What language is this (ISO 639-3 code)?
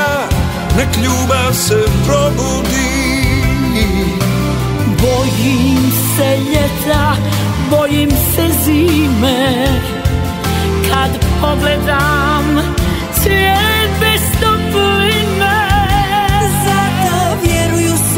hrv